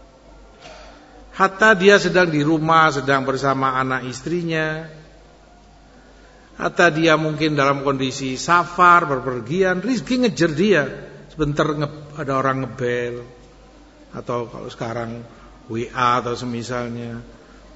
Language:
Indonesian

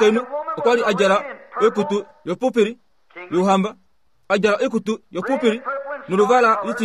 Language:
Kuanyama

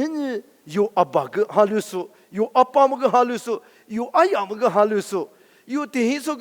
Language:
Lisu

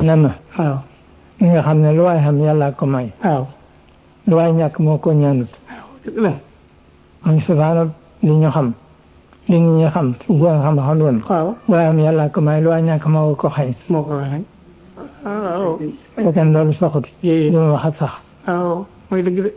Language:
Wolof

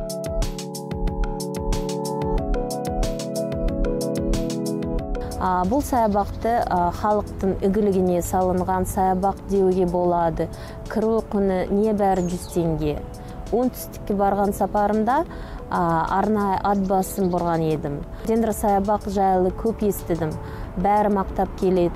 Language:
Kazakh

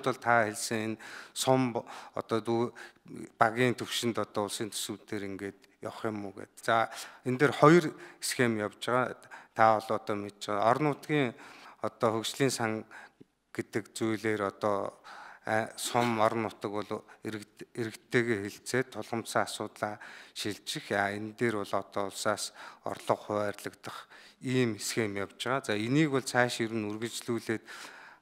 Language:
Mongolian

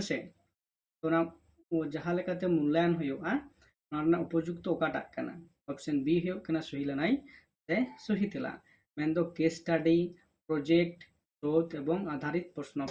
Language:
Santali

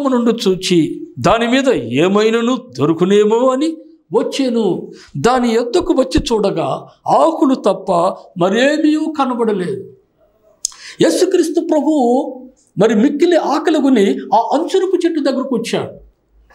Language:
Telugu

